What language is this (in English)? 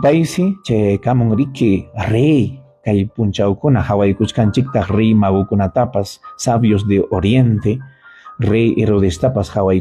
Ayacucho Quechua